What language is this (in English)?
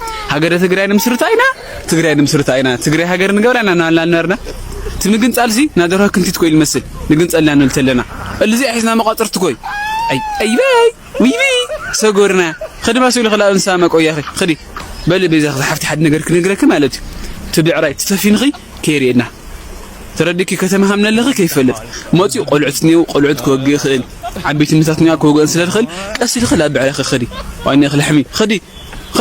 Tigrinya